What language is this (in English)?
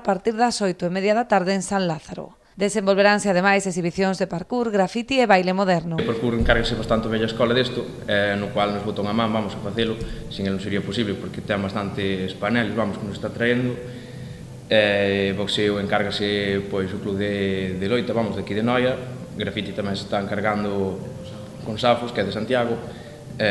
Galician